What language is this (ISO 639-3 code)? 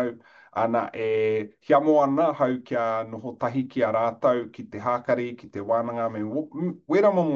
mri